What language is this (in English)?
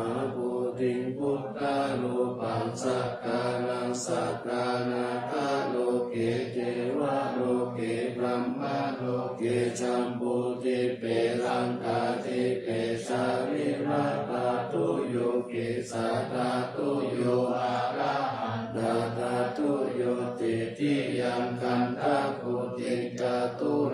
Pali